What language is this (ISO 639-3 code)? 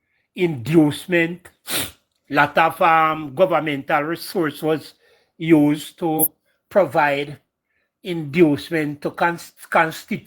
jam